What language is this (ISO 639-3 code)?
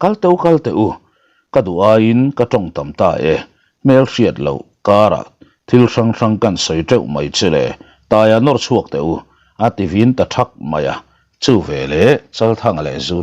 lus